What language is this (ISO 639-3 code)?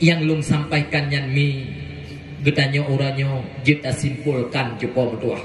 ace